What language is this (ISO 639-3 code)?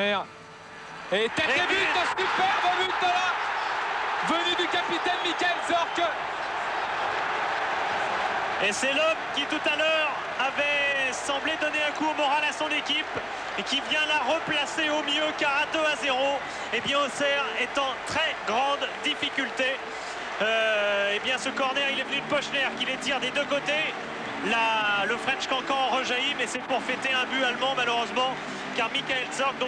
fra